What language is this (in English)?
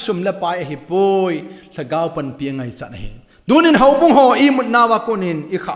Thado Chin